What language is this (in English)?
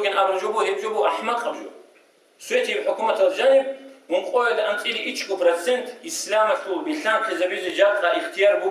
Avaric